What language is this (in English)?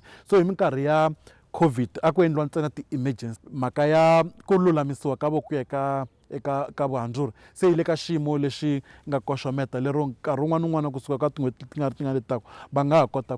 Tsonga